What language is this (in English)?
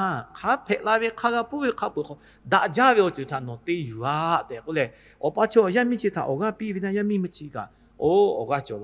Lahu